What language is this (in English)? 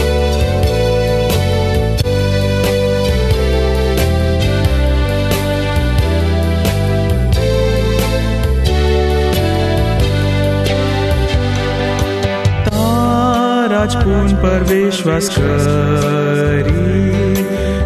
Gujarati